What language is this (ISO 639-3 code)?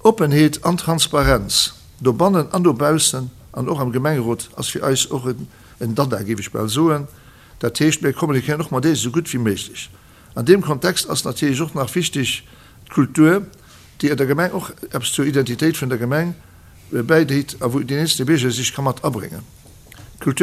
ltz